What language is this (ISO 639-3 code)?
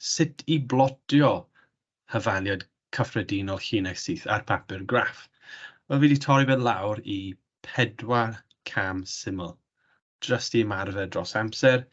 cym